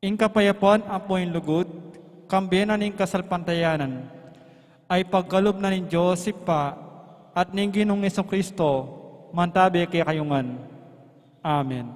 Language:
Pampanga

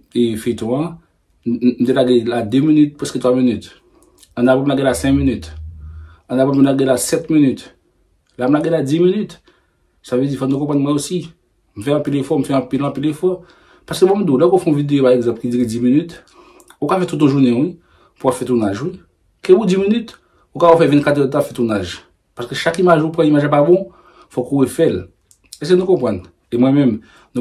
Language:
Haitian Creole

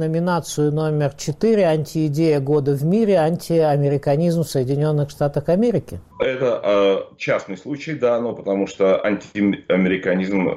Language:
Russian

